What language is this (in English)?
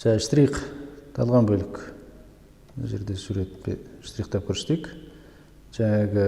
Kazakh